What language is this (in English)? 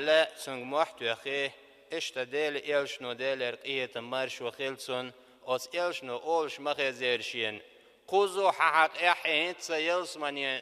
Chechen